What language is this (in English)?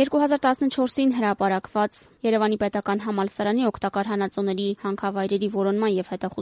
Armenian